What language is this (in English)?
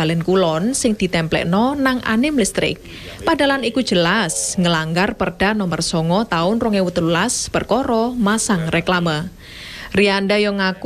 Javanese